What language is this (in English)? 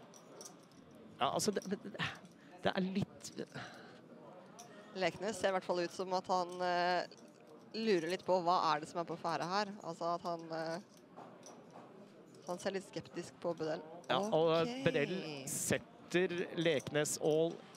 Norwegian